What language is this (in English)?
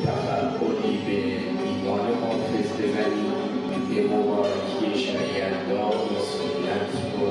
Tajik